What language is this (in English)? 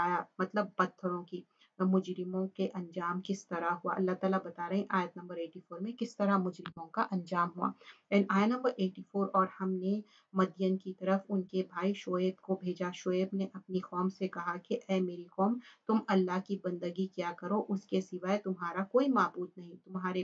Urdu